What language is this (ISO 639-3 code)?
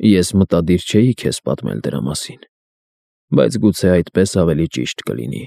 hye